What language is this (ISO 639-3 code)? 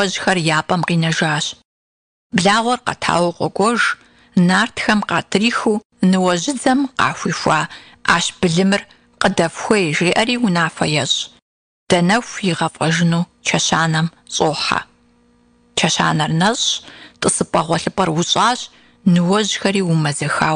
kbd